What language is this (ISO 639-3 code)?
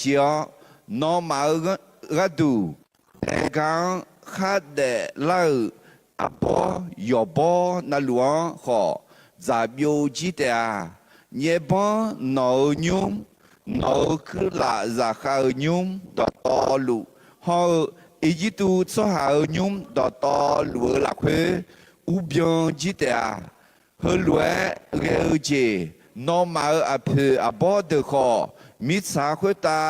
ahk